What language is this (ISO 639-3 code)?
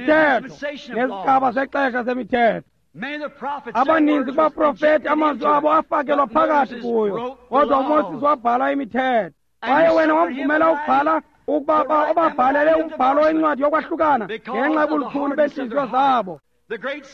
xho